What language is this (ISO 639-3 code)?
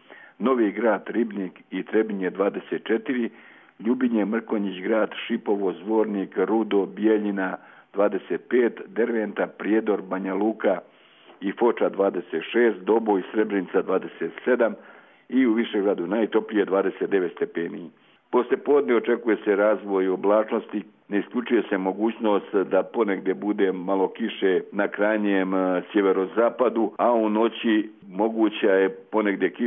hrv